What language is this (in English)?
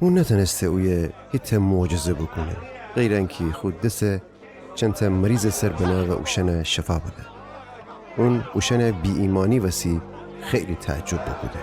Gilaki